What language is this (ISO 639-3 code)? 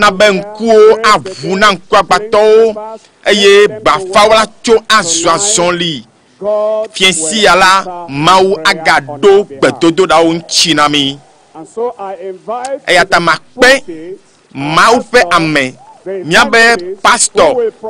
ewe